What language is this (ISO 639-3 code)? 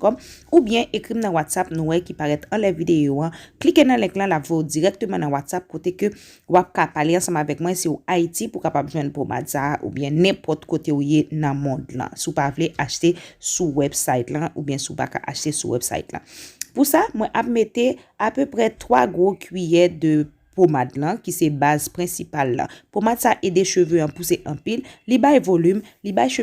hat